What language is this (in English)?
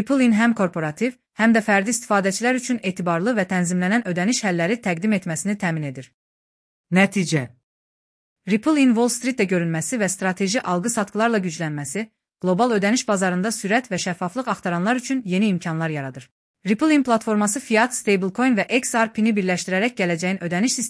Azerbaijani